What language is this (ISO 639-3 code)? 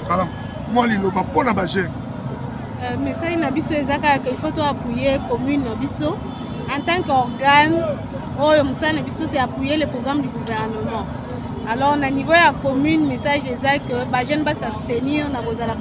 lin